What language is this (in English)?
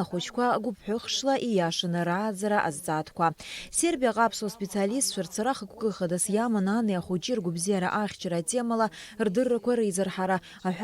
Abkhazian